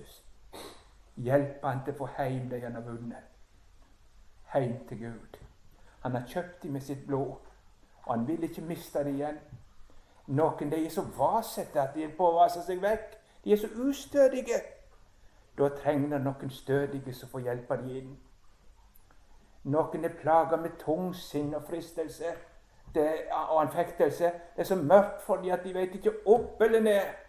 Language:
Norwegian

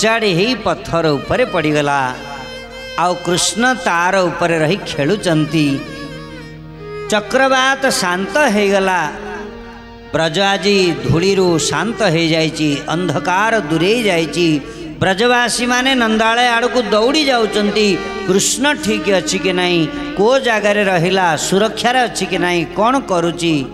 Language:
Odia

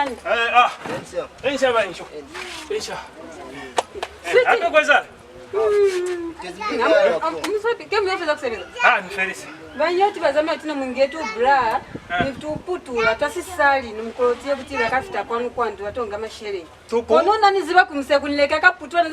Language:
Lozi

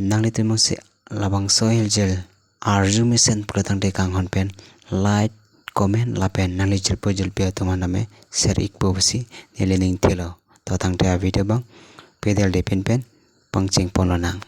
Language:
Karbi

